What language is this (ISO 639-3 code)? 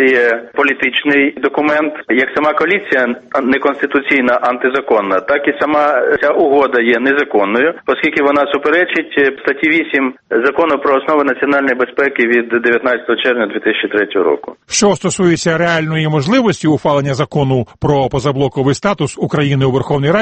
ukr